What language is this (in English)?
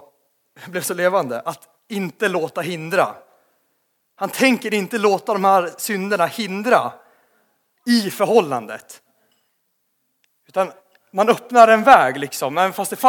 Swedish